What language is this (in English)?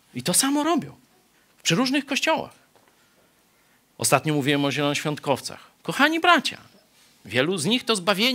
Polish